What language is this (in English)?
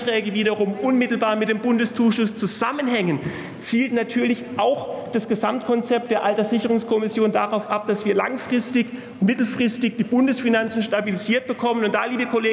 German